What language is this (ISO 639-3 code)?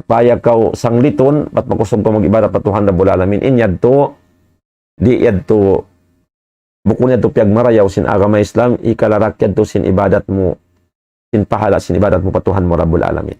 tsg